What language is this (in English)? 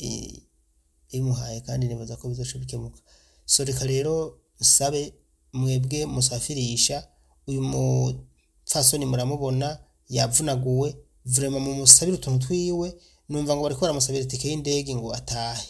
Rundi